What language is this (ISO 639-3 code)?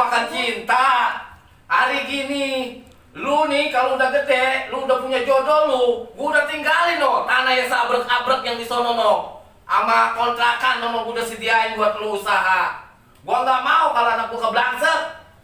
bew